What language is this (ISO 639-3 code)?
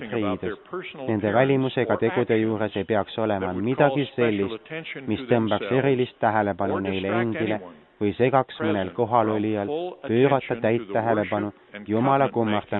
est